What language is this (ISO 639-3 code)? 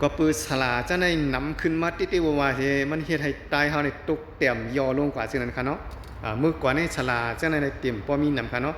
shn